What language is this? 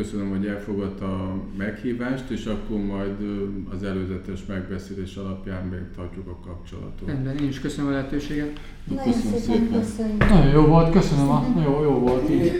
Hungarian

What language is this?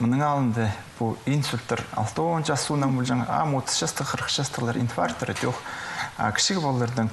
Khakas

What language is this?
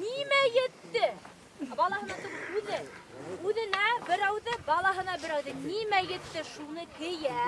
Bashkir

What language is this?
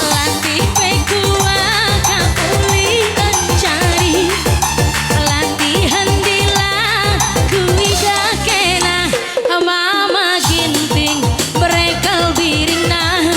Batak Karo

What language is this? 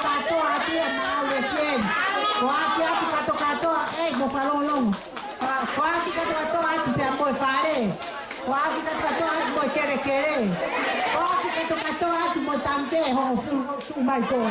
Tongan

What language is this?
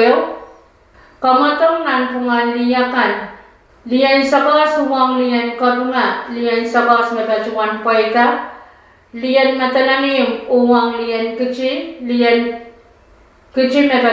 Pohnpeian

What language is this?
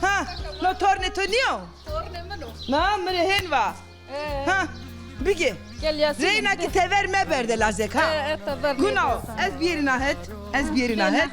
Zaza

